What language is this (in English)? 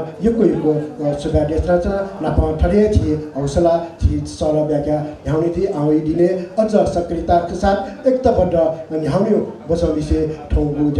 Newari